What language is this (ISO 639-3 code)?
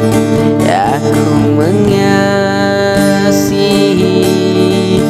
msa